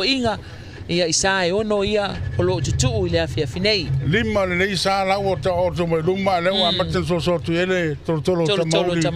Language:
Samoan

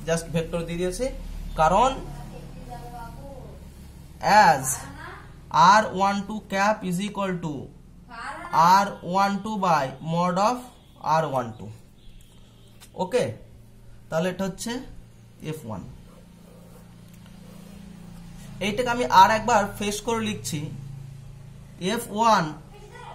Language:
Bangla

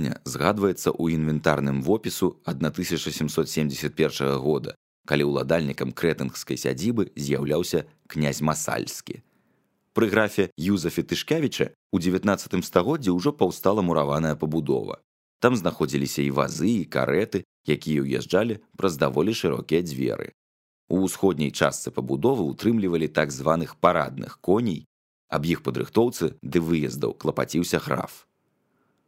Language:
Belarusian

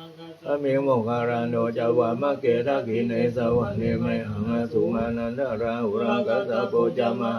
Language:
Pali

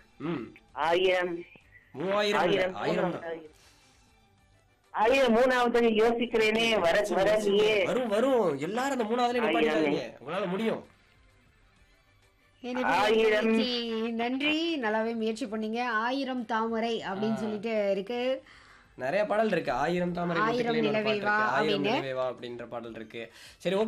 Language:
Tamil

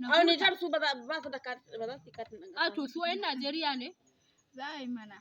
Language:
Hausa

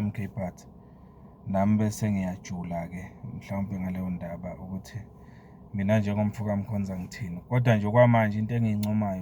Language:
Zulu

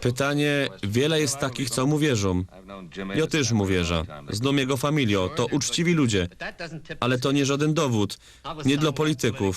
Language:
Silesian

